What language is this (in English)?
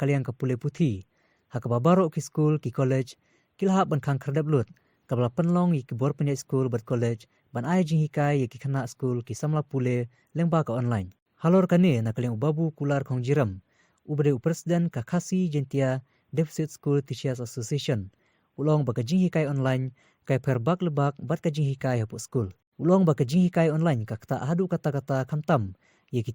Khasi